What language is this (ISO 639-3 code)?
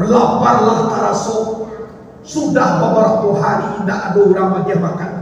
min